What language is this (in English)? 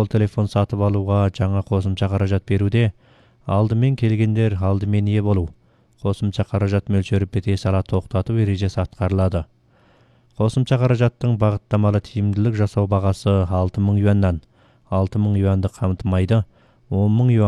Kazakh